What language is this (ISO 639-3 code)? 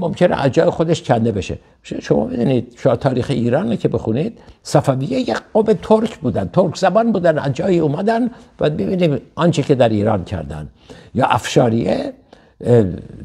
fas